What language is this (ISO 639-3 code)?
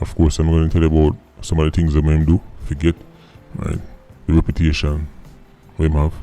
jam